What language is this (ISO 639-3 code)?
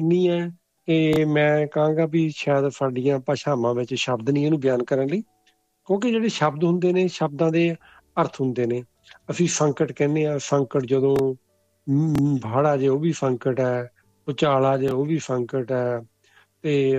pan